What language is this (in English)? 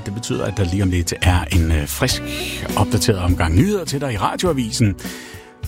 Danish